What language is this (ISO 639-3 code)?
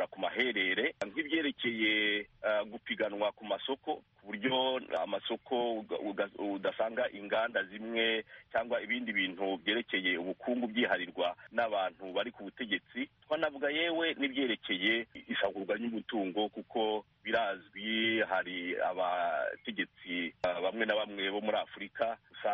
kin